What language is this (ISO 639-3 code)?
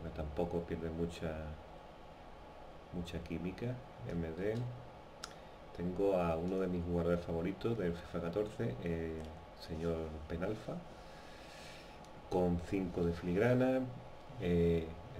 spa